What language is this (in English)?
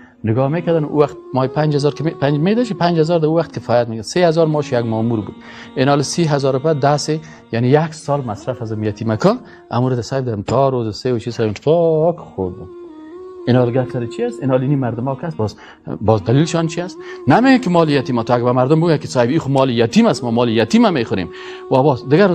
Persian